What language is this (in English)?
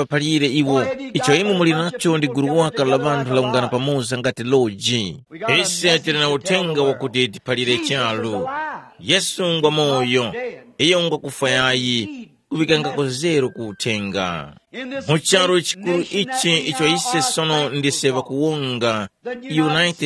Tumbuka